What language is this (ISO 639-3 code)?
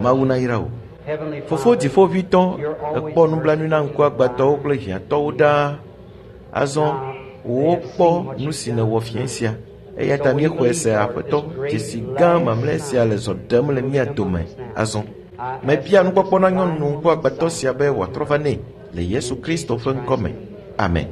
ewe